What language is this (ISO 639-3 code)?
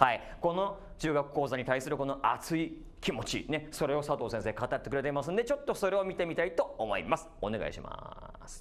jpn